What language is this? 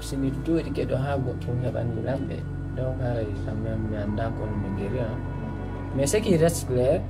Fula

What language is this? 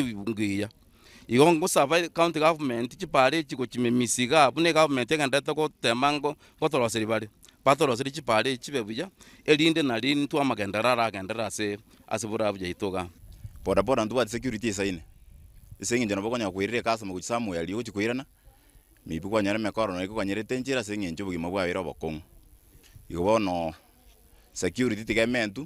Gusii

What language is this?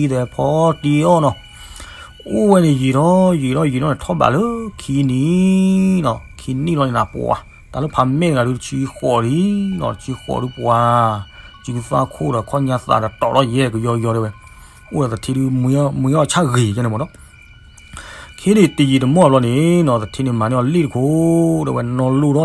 S'gaw Karen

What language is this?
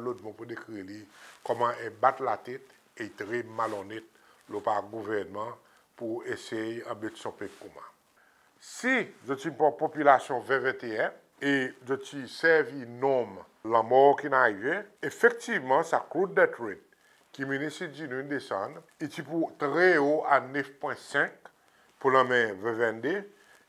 Seselwa Creole French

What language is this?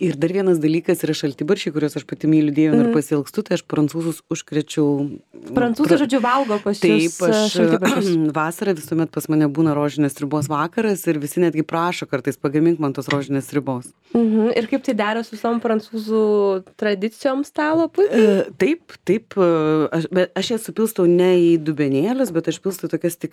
Lithuanian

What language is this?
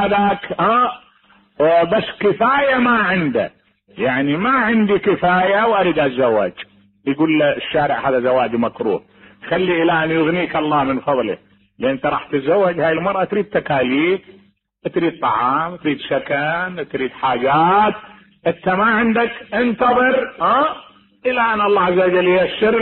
Mesopotamian Arabic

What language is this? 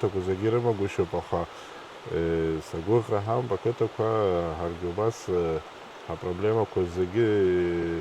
Abkhazian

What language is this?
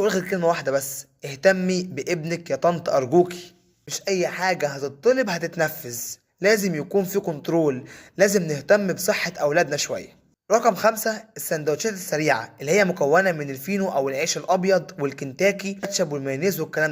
Egyptian Arabic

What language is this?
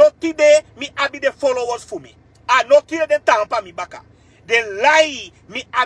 Sranan Tongo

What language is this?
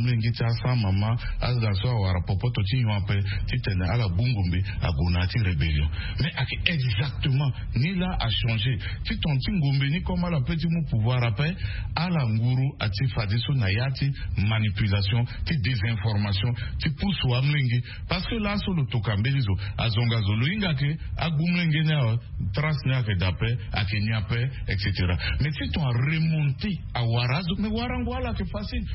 Sango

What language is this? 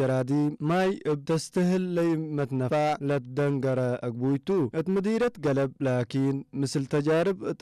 Tigre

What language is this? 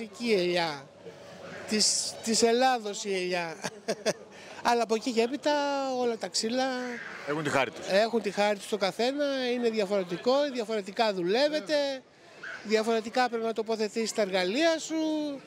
Greek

